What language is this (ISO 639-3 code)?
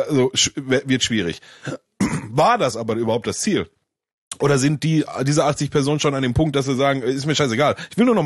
deu